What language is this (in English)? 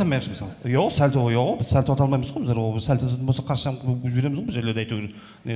Kazakh